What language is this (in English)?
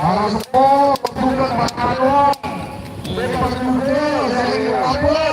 Madurese